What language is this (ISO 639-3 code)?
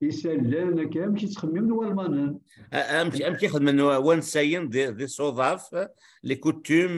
kab